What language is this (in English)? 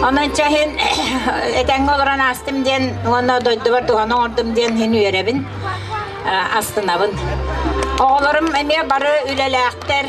Yakut